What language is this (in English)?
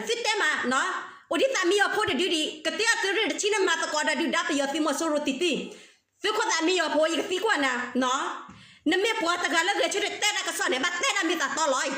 S'gaw Karen